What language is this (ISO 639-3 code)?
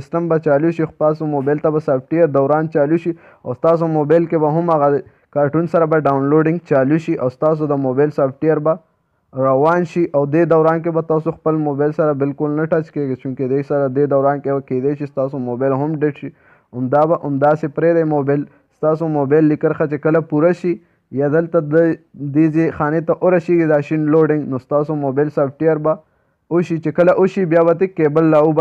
pus